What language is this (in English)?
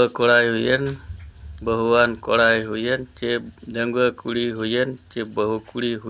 Santali